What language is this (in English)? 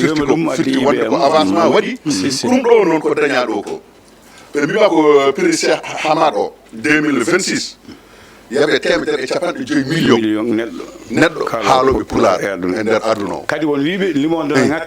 Fula